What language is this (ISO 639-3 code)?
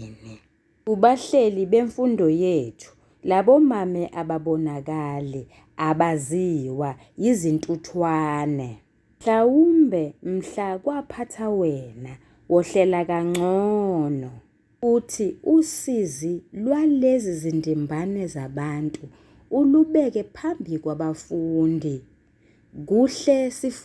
zul